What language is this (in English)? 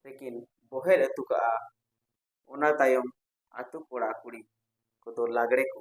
Santali